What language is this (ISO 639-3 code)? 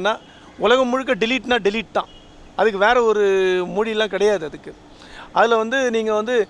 tam